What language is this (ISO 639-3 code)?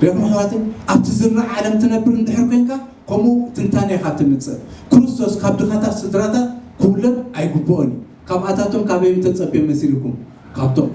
tir